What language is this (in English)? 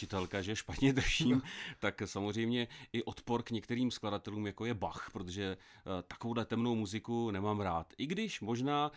Czech